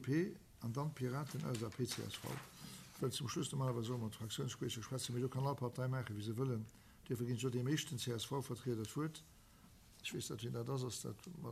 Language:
Luxembourgish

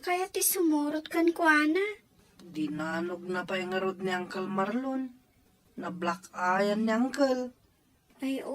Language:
Iloko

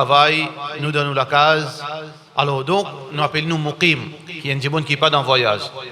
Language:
Morisyen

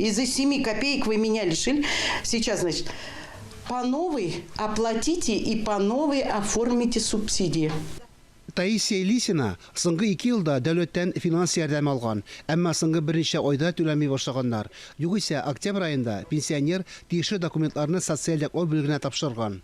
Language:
Tatar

